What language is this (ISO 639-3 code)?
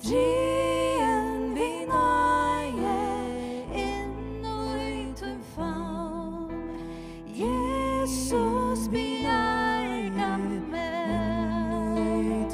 fao